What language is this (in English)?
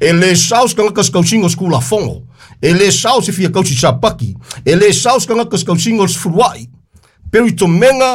Samoan